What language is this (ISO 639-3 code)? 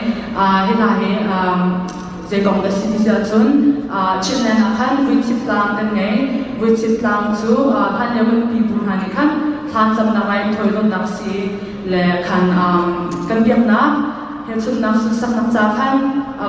cnh